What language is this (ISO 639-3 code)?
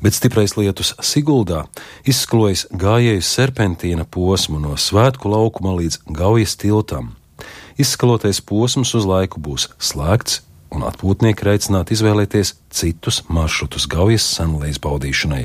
lav